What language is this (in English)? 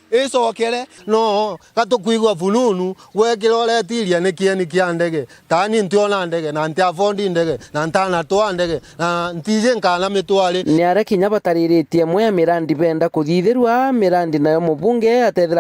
Meru